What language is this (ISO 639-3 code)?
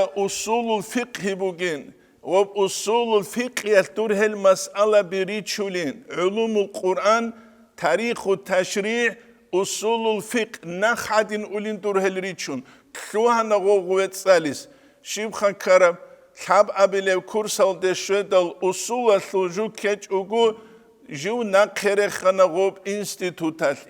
ava